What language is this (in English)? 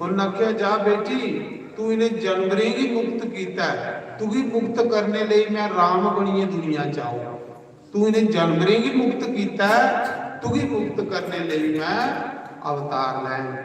Dogri